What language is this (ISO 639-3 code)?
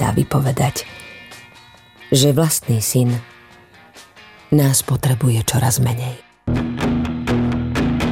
slk